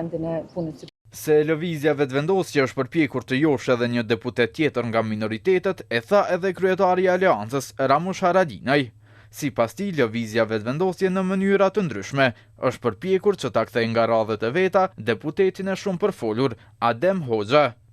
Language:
Albanian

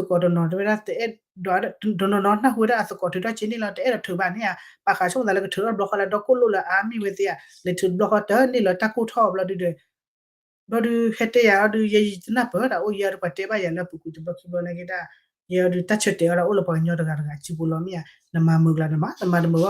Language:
S'gaw Karen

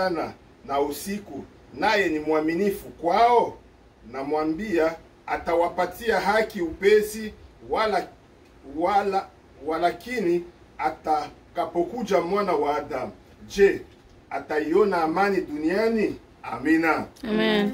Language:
Swahili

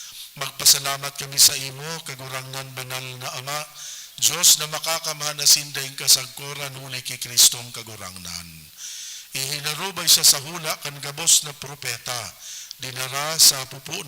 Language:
Bikol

